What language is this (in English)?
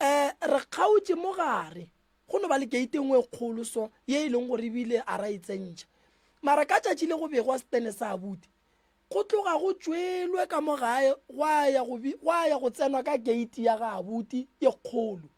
Northern Sotho